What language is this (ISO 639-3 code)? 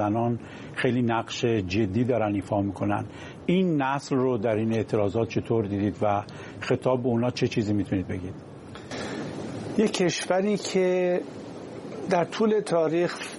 fas